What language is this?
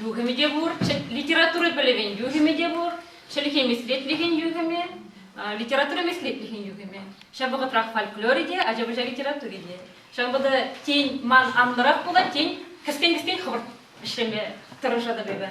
Chuvash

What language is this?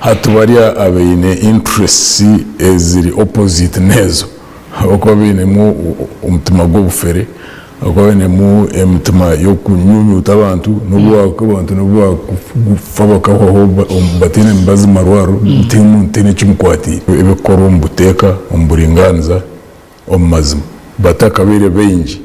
Nyankole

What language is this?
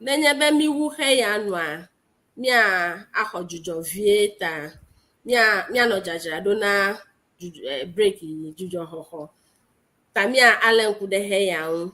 Ewe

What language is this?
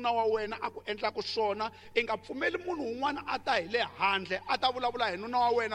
Tsonga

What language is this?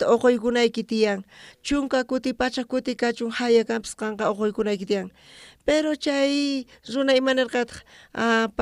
South Bolivian Quechua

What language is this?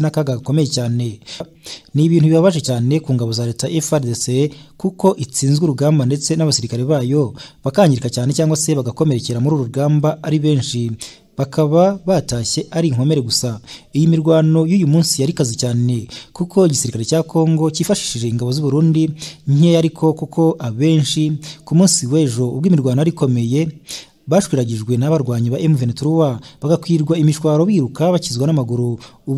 Kinyarwanda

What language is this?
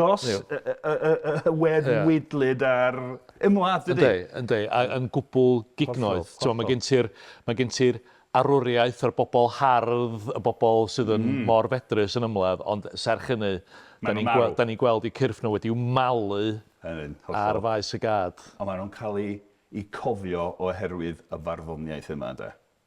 Welsh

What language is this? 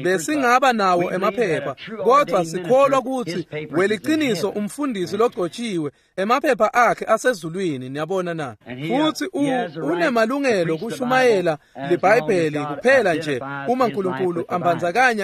Swati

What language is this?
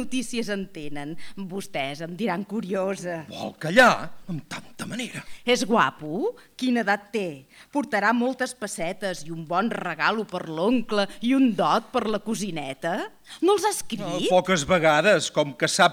Catalan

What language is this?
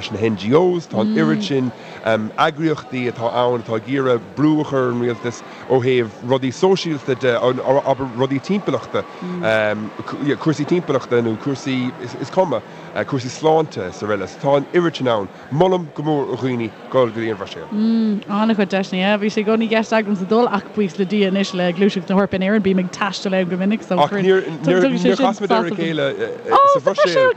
Irish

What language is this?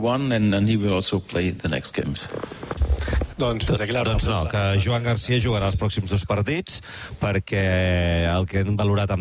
Catalan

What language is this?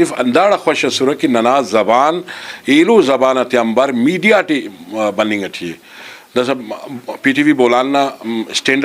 Brahui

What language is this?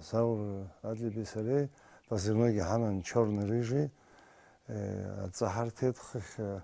Abkhazian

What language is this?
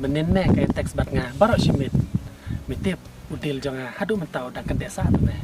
Khasi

